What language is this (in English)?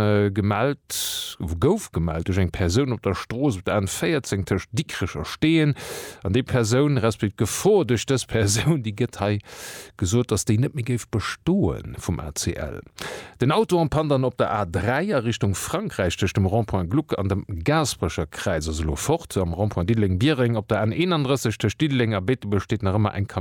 Luxembourgish